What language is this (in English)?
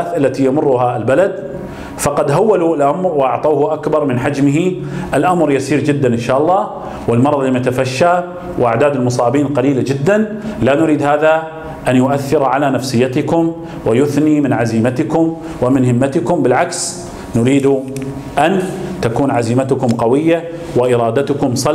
Arabic